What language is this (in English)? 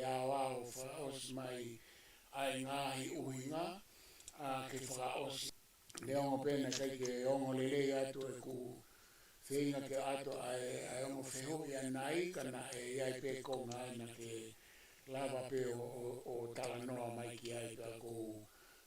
Tongan